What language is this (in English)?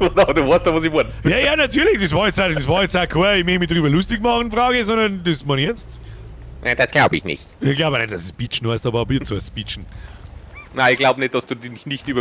Bavarian